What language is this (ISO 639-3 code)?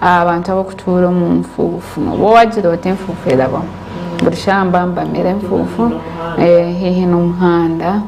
nyn